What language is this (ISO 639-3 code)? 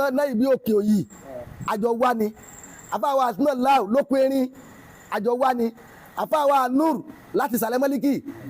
yor